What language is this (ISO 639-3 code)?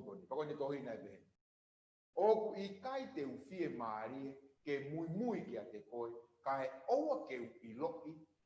ton